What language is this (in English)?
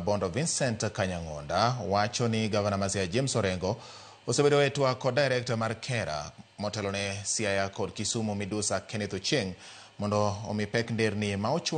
Luo (Kenya and Tanzania)